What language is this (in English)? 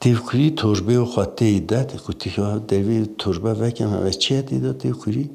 Kurdish